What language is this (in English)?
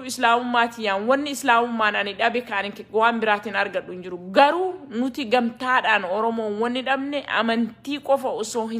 Oromo